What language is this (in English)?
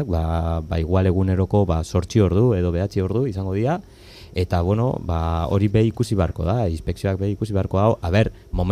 Basque